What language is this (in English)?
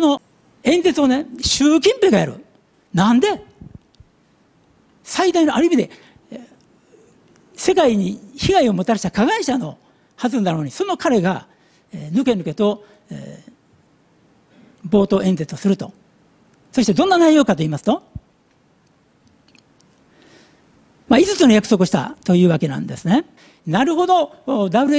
Japanese